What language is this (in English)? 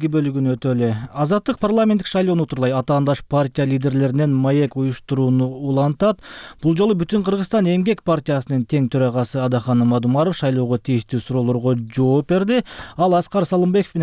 Kyrgyz